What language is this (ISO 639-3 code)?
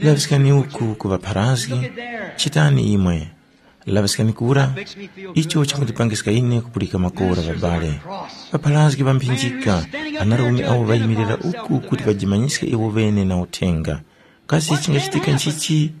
tum